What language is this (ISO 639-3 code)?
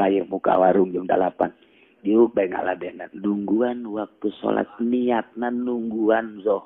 sun